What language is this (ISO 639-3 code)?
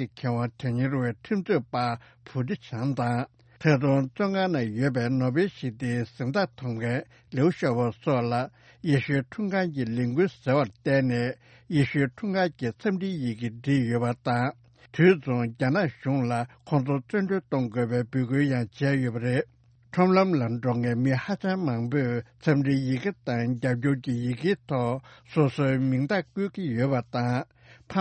bod